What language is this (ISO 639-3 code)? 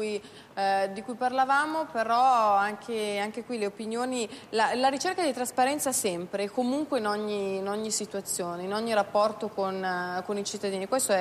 ita